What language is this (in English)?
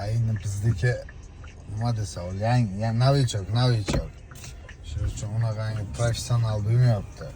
Uzbek